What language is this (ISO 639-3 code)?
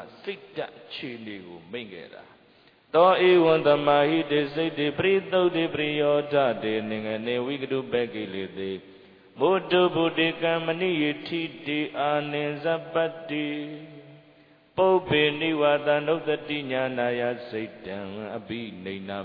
mya